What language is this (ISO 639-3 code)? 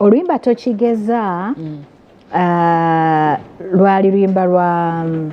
lug